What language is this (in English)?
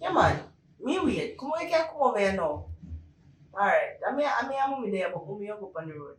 Jamaican Creole English